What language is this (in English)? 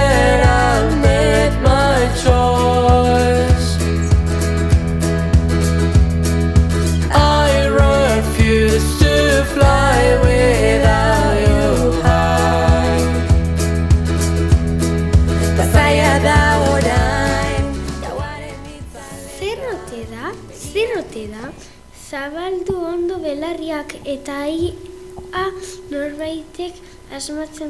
Basque